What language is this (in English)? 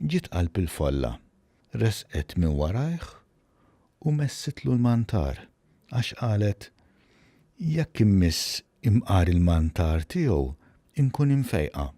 Maltese